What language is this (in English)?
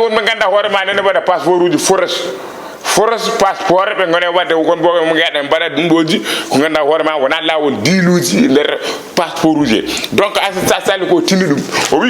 Fula